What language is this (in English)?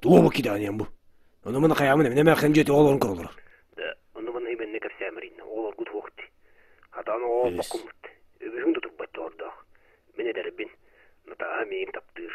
Yakut